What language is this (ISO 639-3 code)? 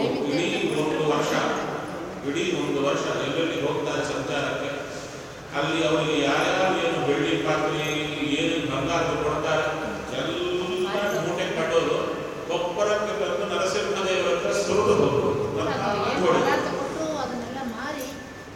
kan